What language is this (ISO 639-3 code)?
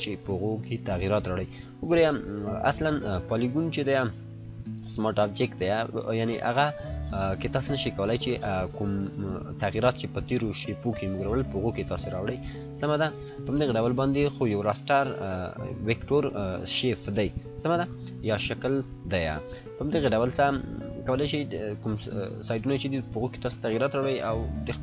pus